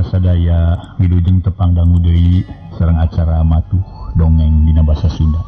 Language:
Sundanese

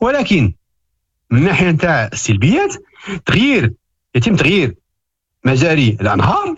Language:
Moroccan Arabic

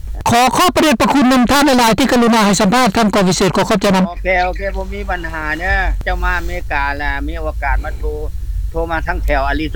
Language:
Lao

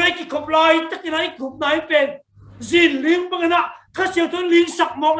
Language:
Tedim Chin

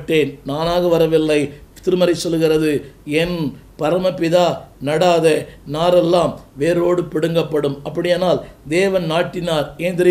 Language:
Tamil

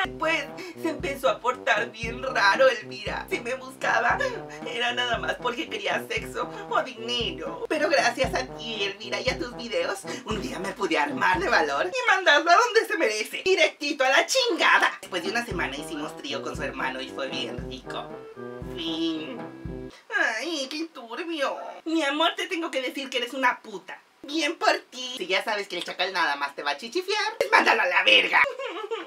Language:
Spanish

